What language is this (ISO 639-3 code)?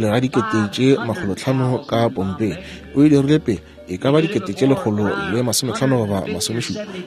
nso